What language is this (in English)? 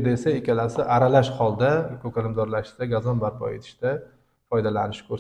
Uzbek